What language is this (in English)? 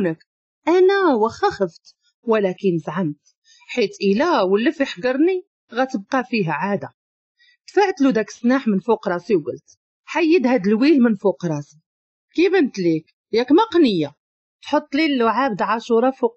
Moroccan Arabic